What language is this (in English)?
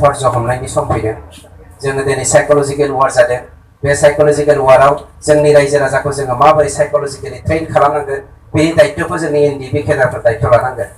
Bodo